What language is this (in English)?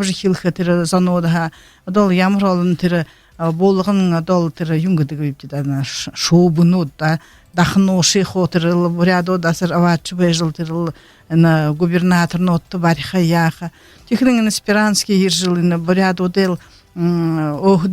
Buriat